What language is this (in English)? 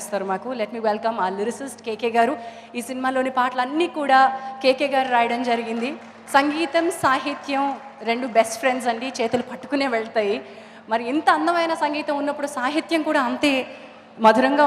Telugu